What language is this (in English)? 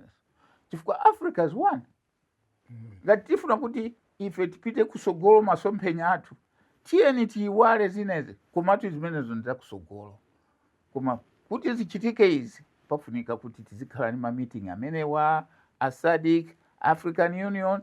Nyanja